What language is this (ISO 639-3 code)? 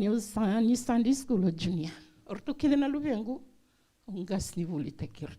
fij